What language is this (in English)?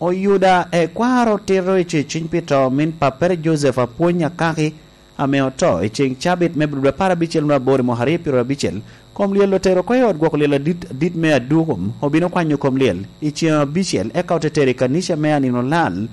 Lango (Uganda)